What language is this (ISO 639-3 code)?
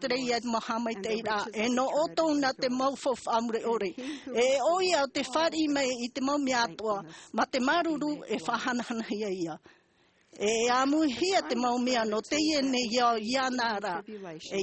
tah